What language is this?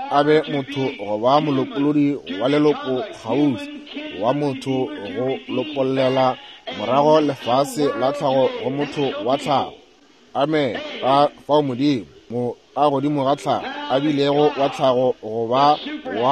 Northern Sotho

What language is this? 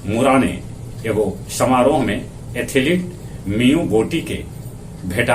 Magahi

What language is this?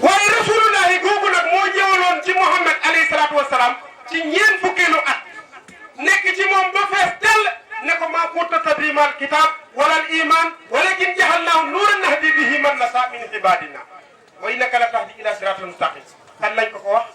Wolof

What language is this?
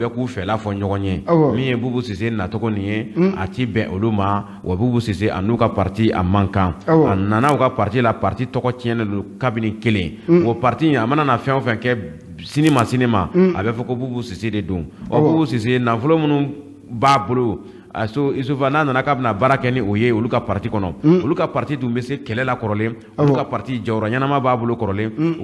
Bambara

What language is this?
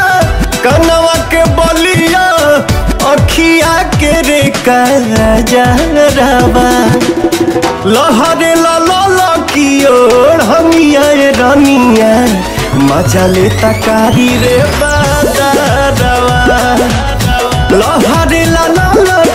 Bhojpuri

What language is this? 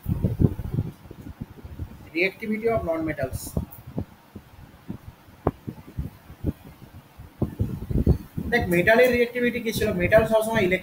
Bangla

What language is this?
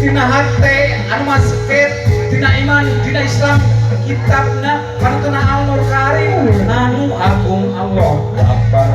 Sundanese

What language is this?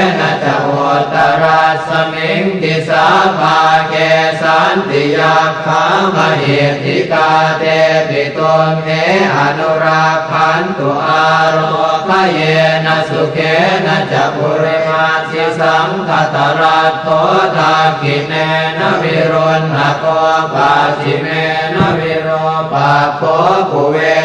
Pali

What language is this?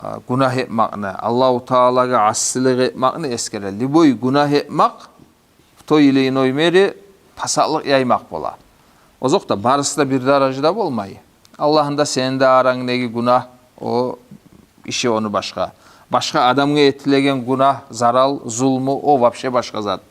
Kumyk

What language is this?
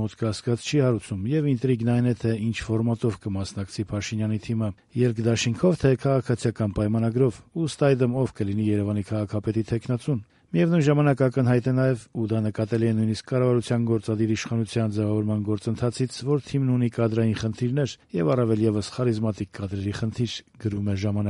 Armenian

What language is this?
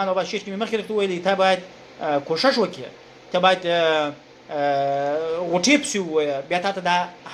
Pashto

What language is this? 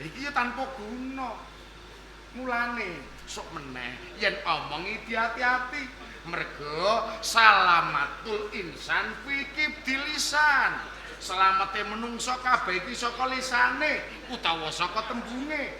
Javanese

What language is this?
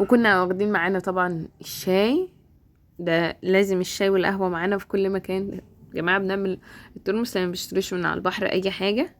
Egyptian Arabic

